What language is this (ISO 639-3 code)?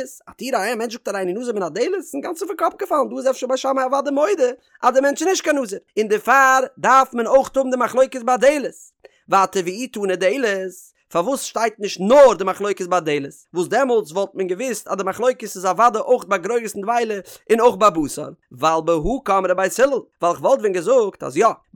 yid